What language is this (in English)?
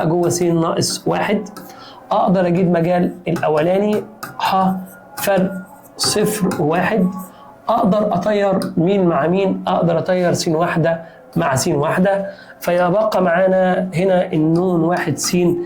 Egyptian Arabic